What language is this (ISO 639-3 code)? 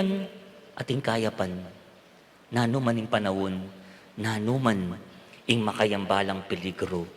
pam